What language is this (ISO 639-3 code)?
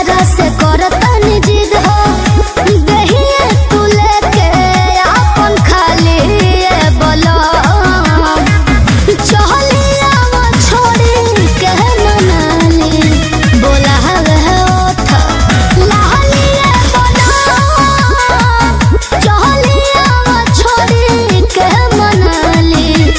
bho